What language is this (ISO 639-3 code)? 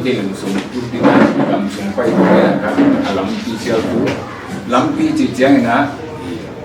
pck